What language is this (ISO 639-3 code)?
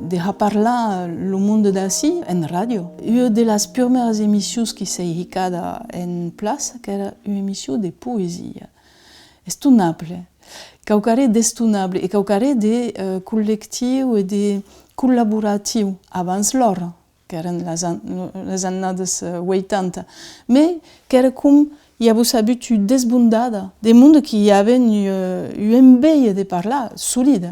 oci